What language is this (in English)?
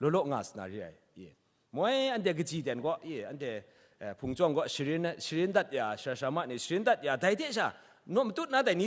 Kachin